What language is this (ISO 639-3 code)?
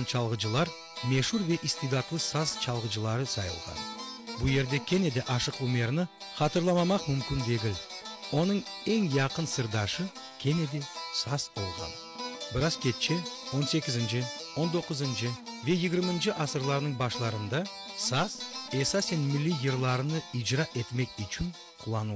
crh